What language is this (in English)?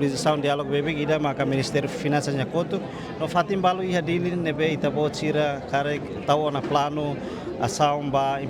Tetum